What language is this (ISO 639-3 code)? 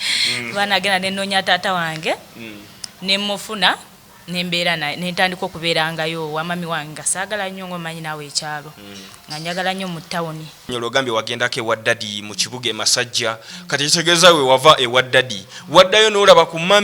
lug